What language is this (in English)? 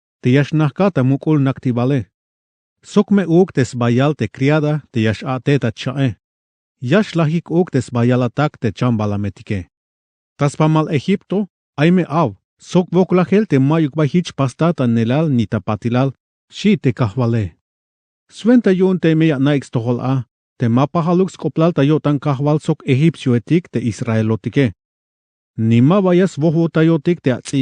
Tzeltal